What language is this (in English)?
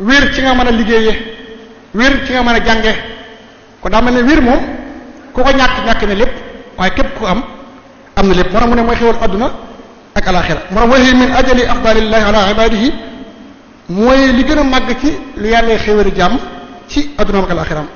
Wolof